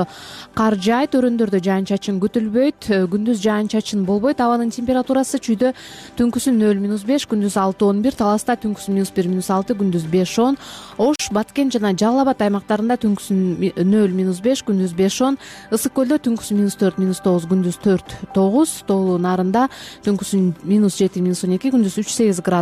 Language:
Kyrgyz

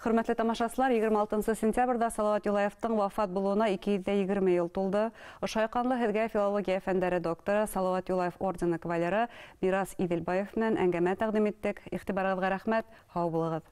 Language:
Bashkir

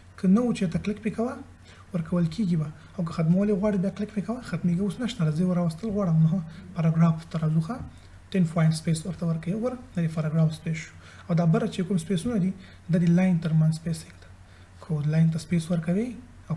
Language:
Pashto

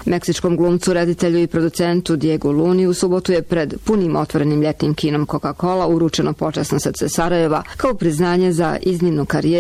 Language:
Bosnian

